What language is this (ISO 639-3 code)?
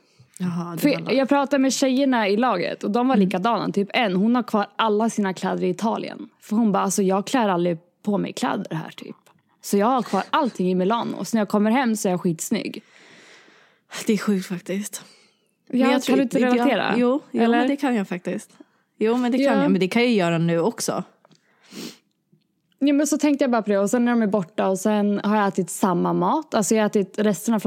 swe